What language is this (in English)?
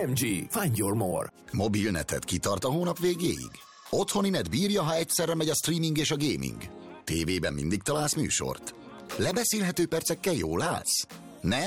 Hungarian